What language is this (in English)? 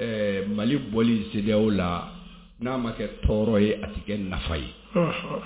Bambara